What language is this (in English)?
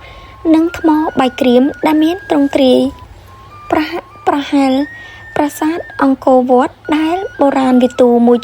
Khmer